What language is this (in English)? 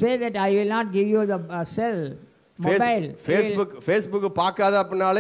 Tamil